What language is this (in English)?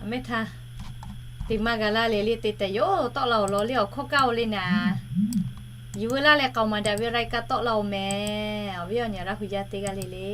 Lahu